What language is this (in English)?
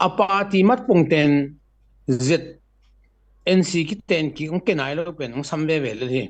Tedim Chin